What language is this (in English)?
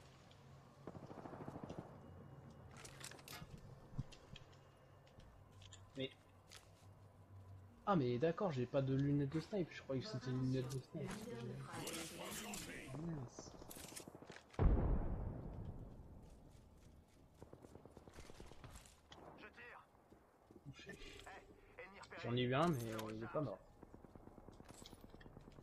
French